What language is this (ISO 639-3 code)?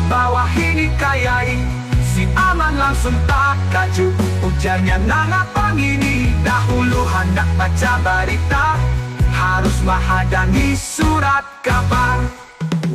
bjn